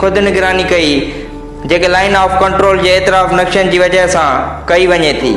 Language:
Sindhi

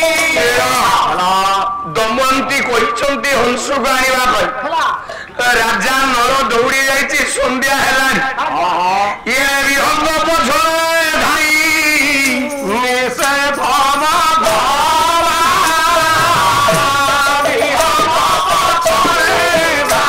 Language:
Odia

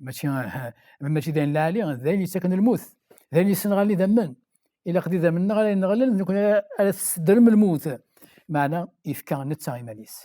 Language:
Kabyle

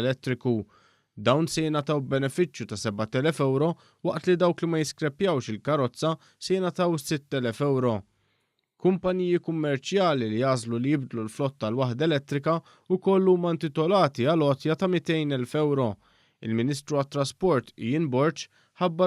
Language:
Maltese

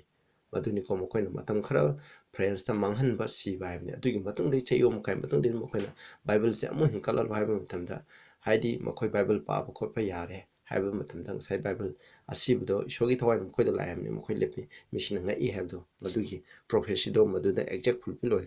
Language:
Manipuri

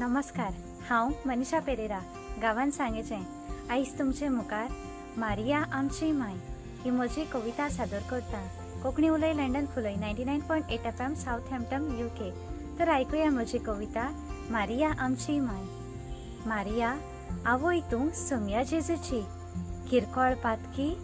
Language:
Konkani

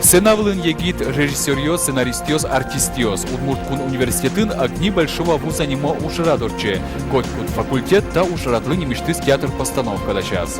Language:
Udmurt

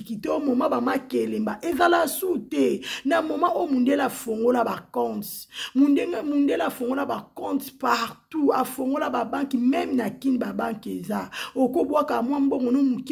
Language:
Lingala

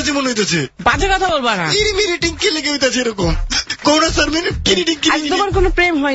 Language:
Bangla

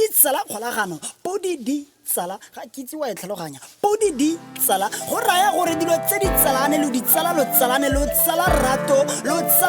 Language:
Tswana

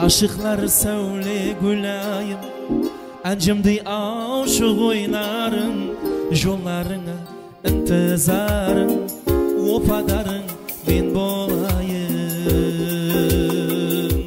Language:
Kara-Kalpak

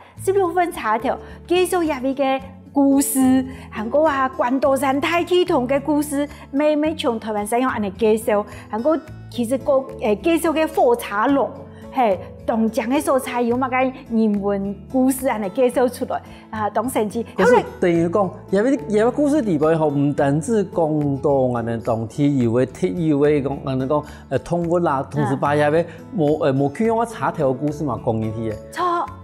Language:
Hakka Chinese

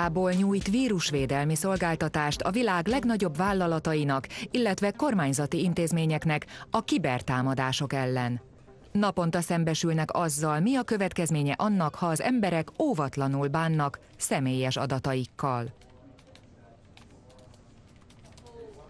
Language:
Hungarian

